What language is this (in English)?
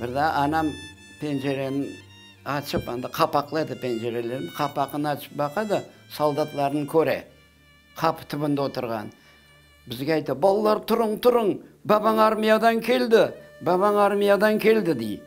Crimean Tatar